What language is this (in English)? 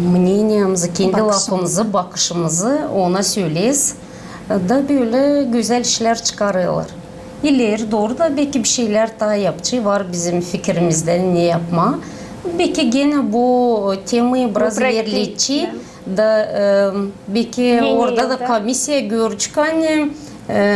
Gagauz